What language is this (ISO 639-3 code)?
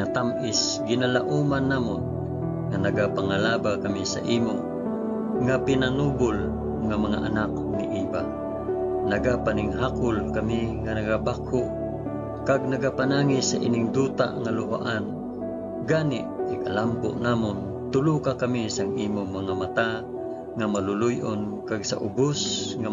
hil